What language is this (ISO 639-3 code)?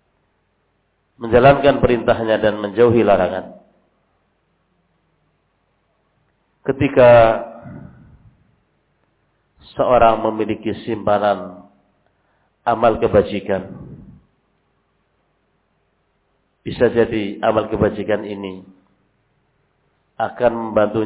ind